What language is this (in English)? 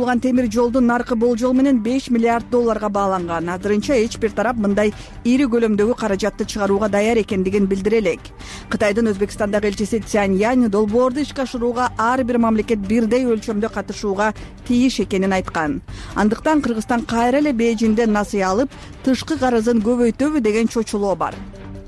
Kyrgyz